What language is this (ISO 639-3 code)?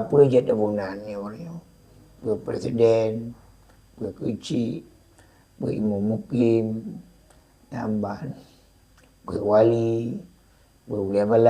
ace